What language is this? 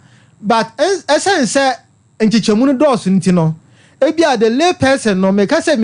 Akan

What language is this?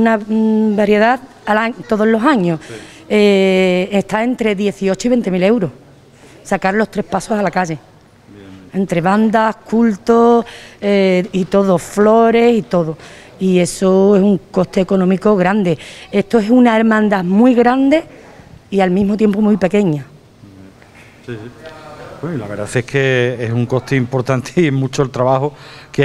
Spanish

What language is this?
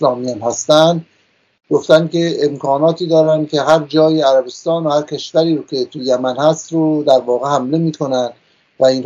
Persian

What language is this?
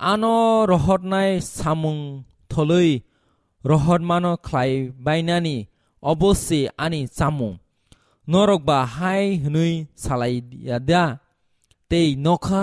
Kok Borok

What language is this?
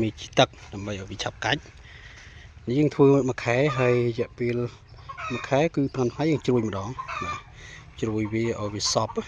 Khmer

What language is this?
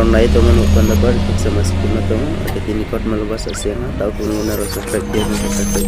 Riang (India)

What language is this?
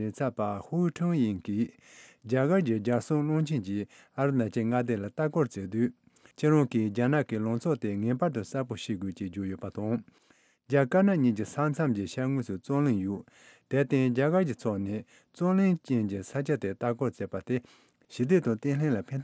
Tibetan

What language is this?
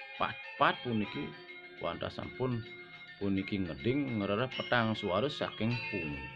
Balinese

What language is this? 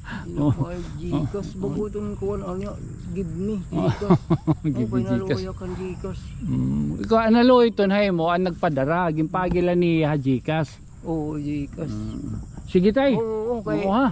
Waray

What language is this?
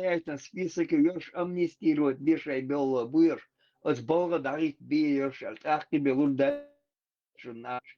Chechen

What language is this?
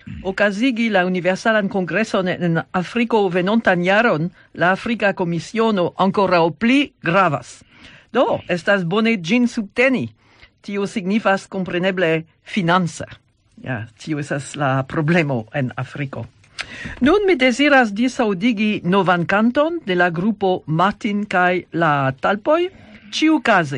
Esperanto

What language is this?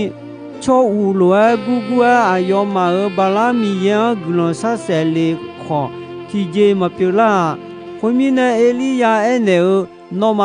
Akha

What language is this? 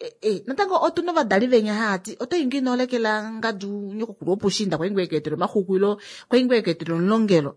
Kuanyama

